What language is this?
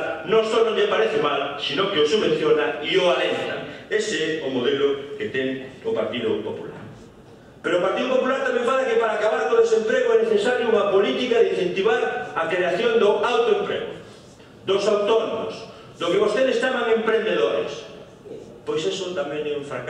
Galician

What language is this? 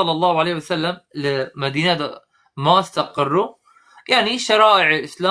Kurdish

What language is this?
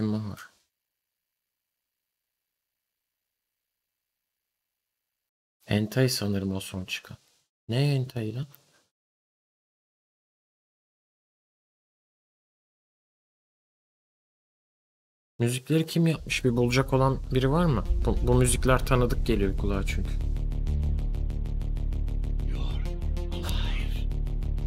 Turkish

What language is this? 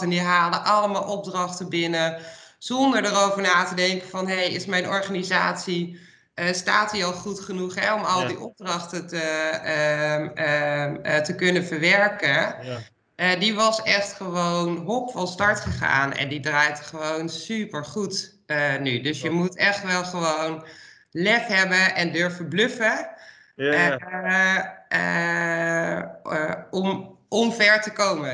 Dutch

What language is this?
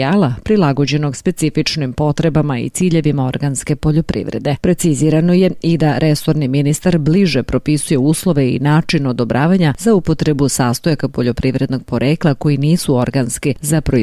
Serbian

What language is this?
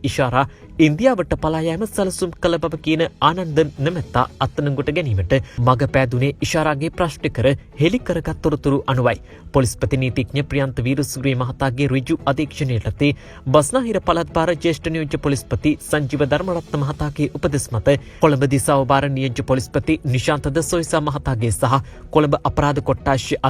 Sinhala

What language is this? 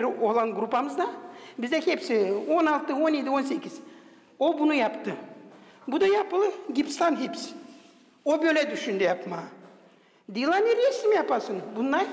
Gagauz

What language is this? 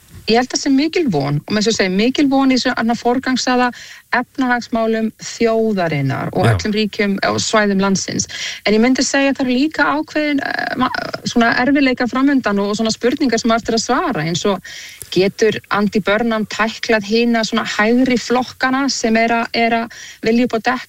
Icelandic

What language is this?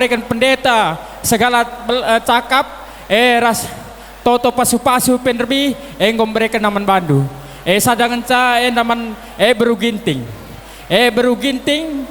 Batak Karo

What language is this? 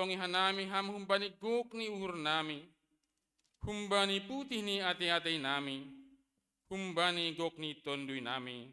Batak Simalungun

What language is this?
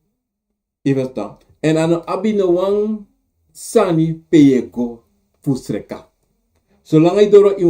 Sranan Tongo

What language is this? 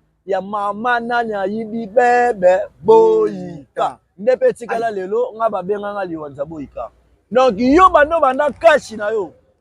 Lingala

